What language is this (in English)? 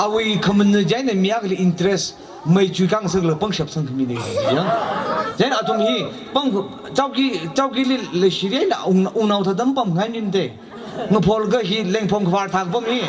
Tangkhul Naga (India)